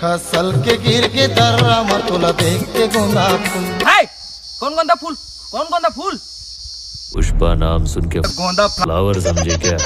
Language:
Chhattisgarhi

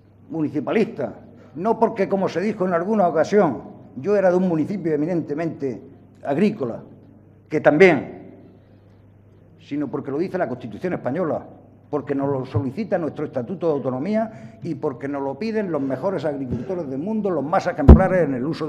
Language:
Spanish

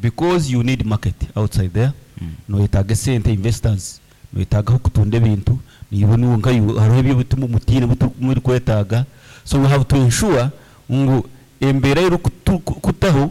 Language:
Nyoro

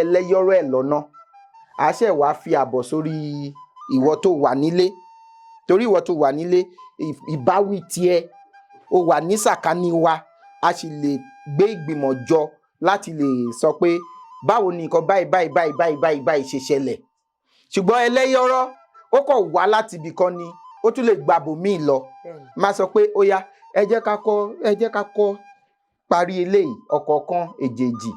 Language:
Yoruba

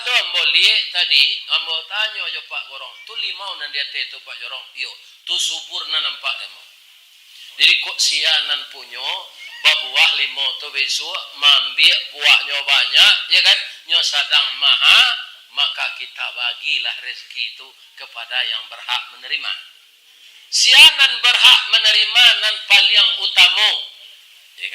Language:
Minangkabau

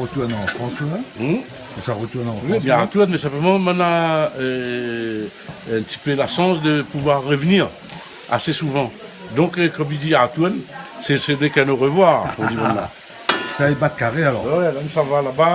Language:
Réunion Creole French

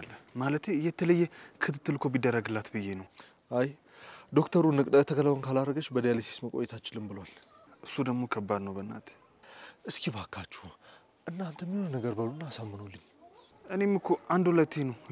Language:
Amharic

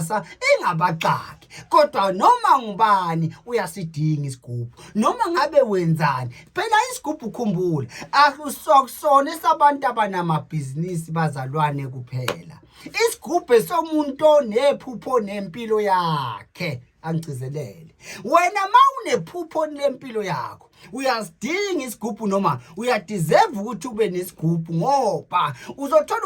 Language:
Zulu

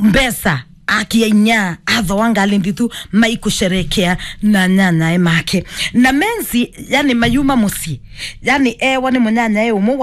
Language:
Kamba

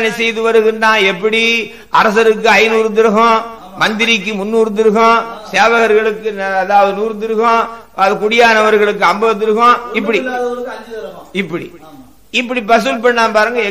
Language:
Tamil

